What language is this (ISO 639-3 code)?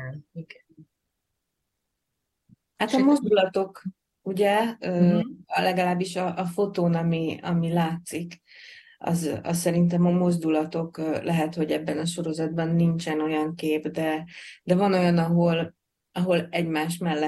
hun